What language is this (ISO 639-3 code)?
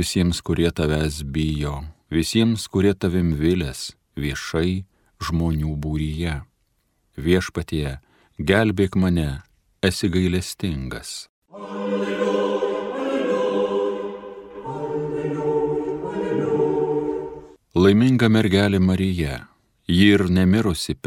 lit